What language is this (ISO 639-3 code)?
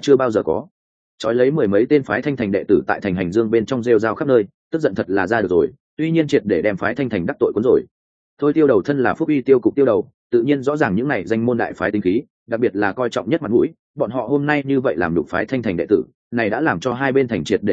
vie